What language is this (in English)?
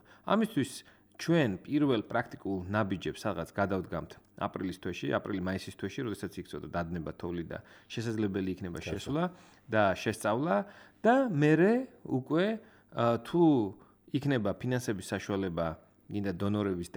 Georgian